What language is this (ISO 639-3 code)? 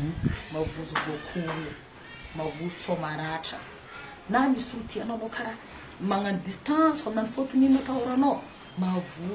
mlg